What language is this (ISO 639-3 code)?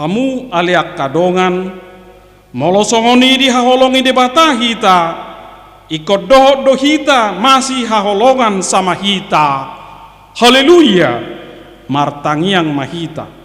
bbc